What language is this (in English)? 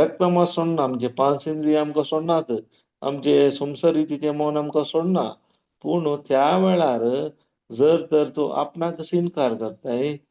Konkani